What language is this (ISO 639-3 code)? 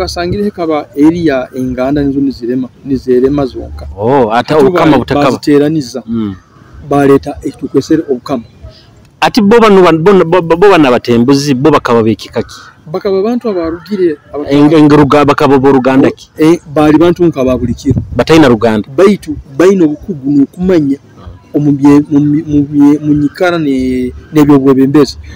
nyo